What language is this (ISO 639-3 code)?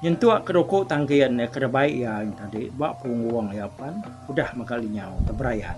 iba